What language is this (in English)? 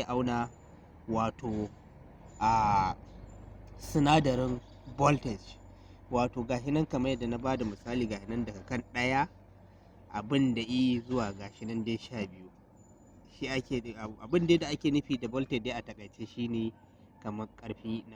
Hausa